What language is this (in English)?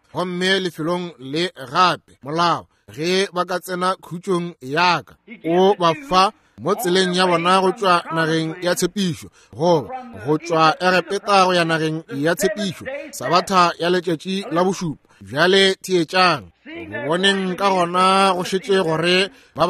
Northern Sotho